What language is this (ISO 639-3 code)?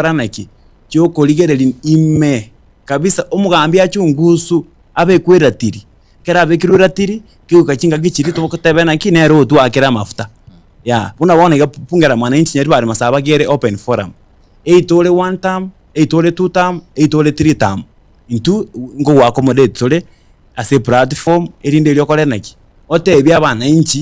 guz